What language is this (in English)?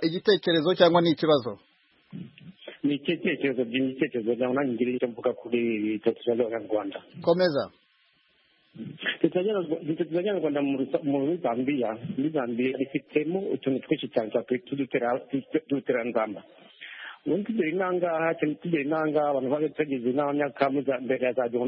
Kinyarwanda